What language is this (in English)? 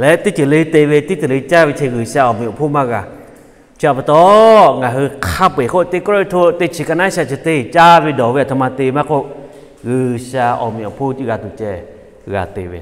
Lahu